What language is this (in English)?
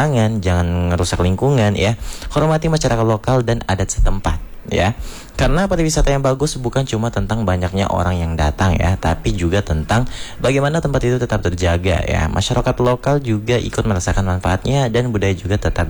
Indonesian